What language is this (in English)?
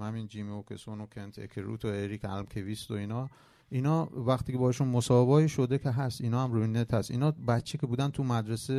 Persian